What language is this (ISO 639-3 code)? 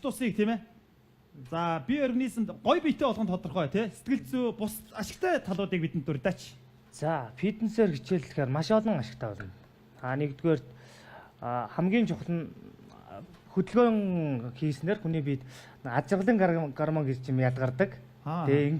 mon